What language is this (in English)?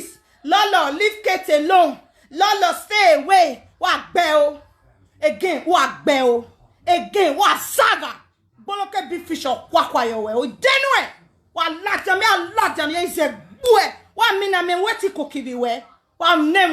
Nigerian Pidgin